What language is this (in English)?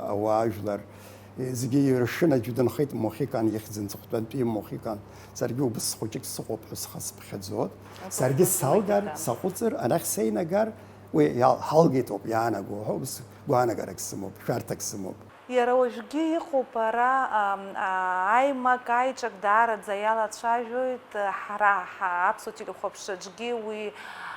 Abkhazian